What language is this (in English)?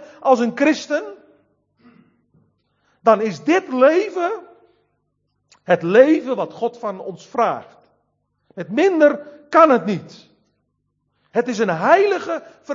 Dutch